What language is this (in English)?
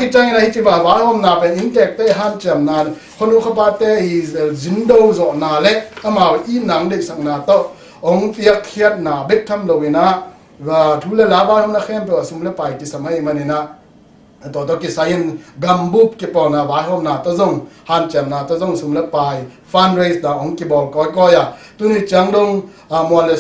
Tedim Chin